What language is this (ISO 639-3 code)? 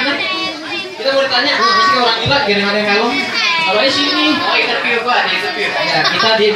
bew